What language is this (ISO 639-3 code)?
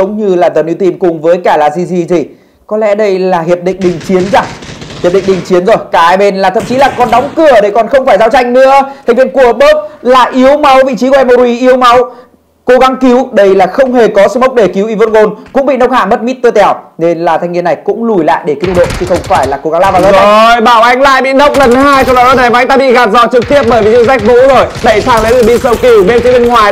vie